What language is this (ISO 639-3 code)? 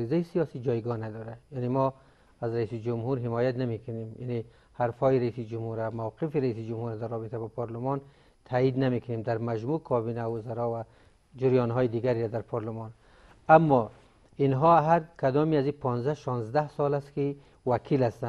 fas